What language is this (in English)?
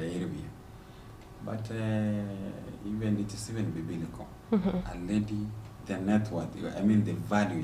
Gusii